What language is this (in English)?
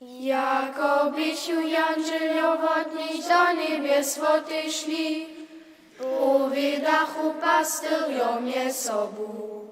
Upper Sorbian